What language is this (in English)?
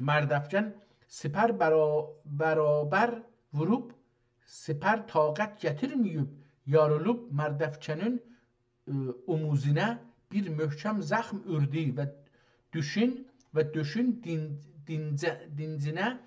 South Azerbaijani